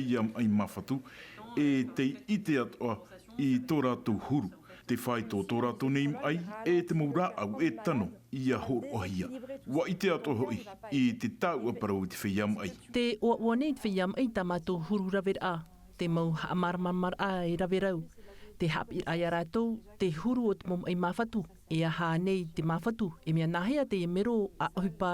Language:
Tahitian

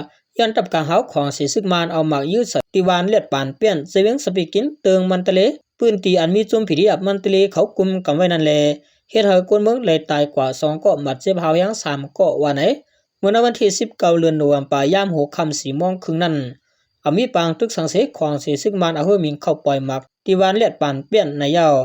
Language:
Shan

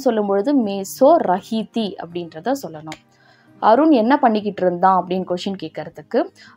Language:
Tamil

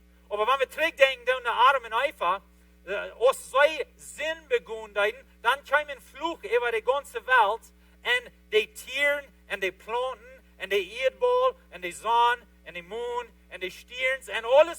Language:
Plautdietsch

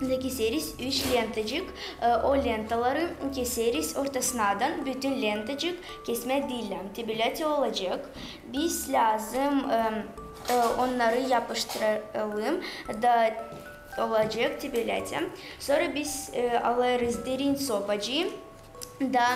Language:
Gagauz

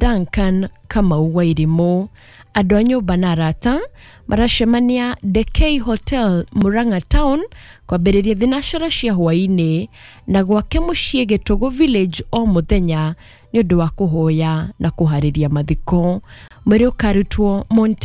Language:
Kikuyu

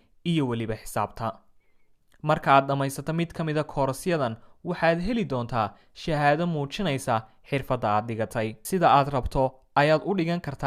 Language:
Somali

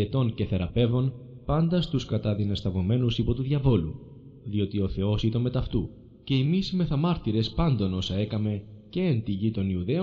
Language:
Greek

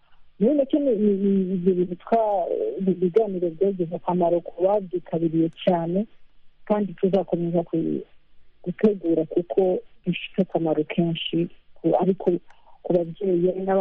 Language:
Kinyarwanda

